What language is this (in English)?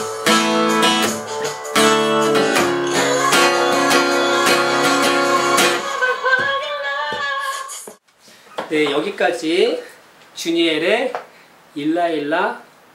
Korean